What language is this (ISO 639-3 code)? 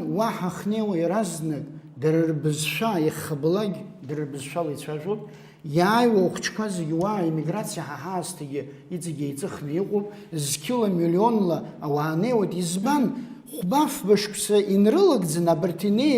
abk